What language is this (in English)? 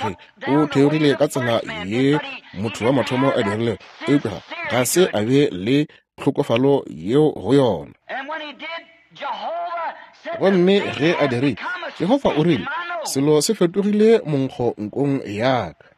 Northern Sotho